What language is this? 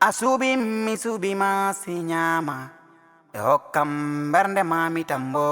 Fula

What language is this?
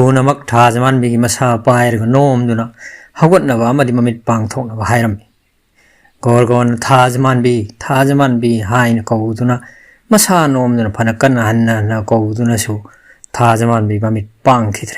Manipuri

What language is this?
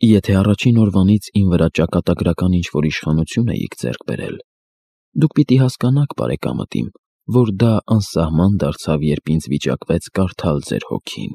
Armenian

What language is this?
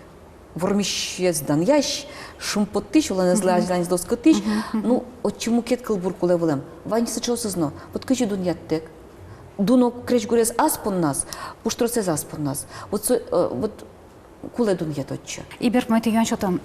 Udmurt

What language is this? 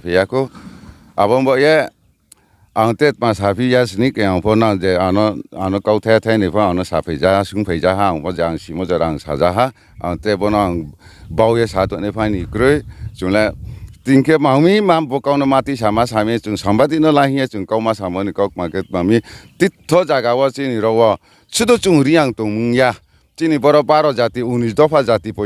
Riang (India)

